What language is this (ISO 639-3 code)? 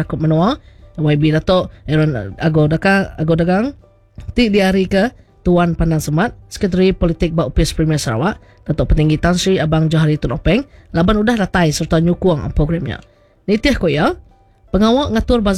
iba